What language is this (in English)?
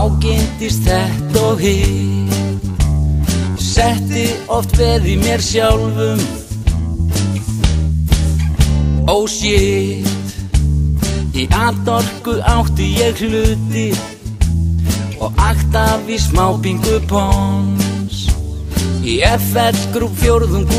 Icelandic